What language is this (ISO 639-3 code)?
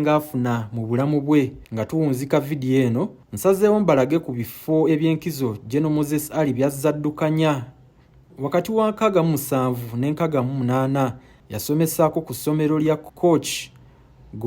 lug